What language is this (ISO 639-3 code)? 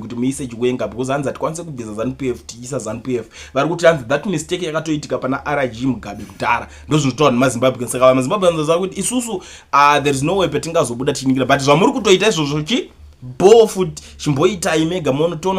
sna